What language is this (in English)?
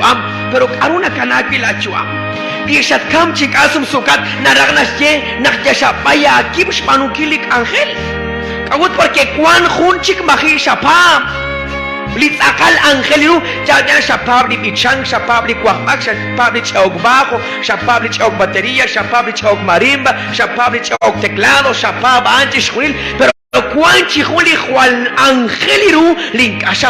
Kekchí